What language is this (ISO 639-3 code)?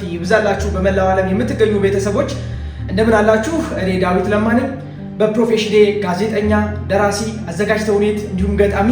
amh